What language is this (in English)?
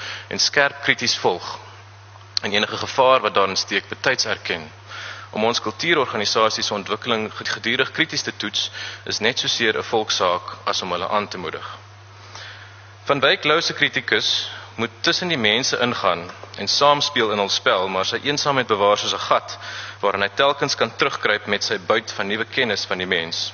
Afrikaans